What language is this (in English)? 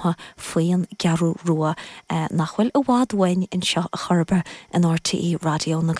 Irish